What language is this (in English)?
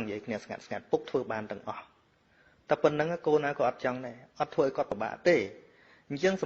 Khmer